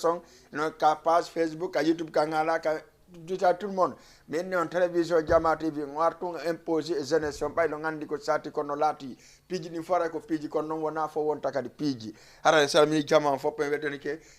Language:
Fula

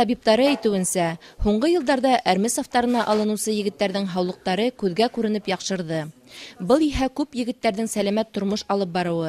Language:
Bashkir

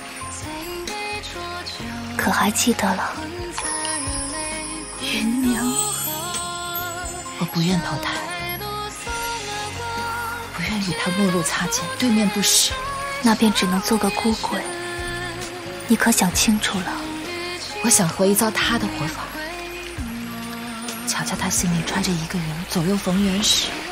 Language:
Chinese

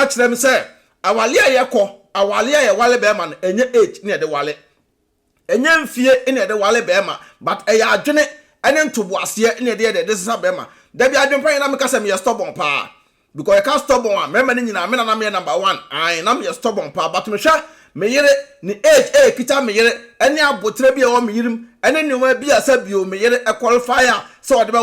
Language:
Akan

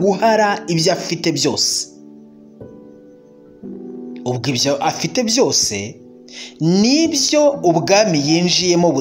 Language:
Kinyarwanda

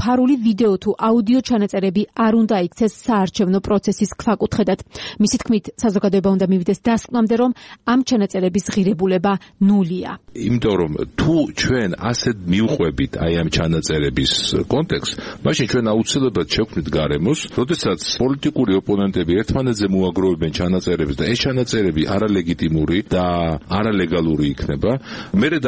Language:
Georgian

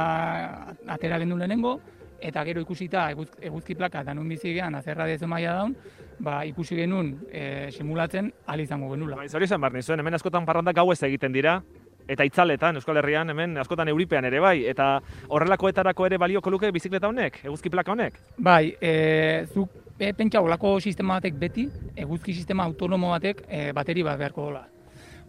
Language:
Basque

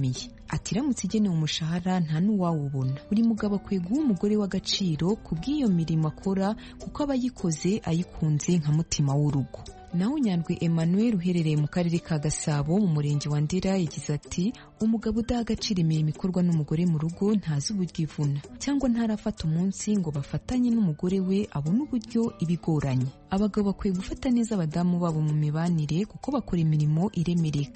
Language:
Kinyarwanda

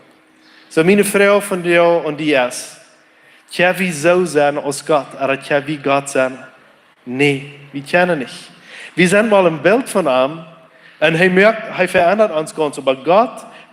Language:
Plautdietsch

